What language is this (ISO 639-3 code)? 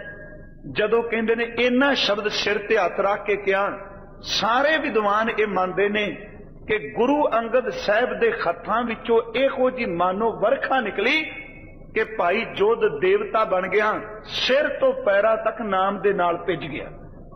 pan